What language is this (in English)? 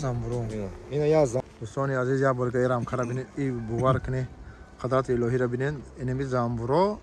Tajik